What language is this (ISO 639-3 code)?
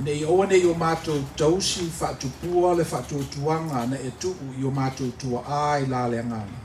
smo